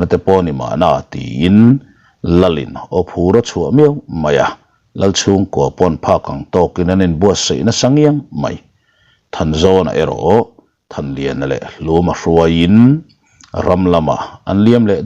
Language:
Mizo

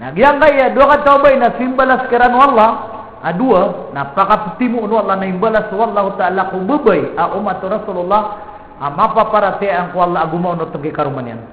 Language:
Maranao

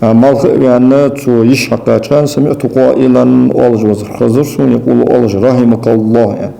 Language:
Ingush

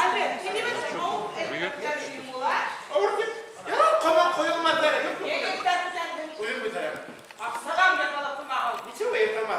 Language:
Bashkir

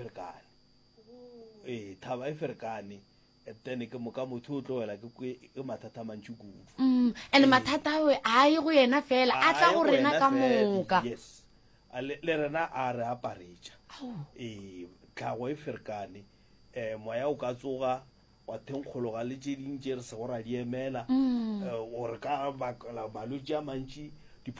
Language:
Northern Sotho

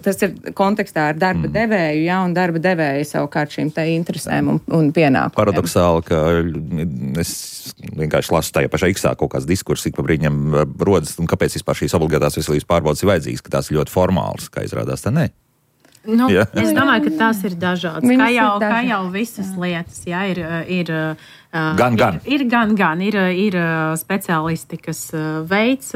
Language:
Latvian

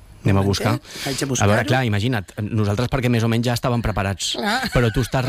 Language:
Catalan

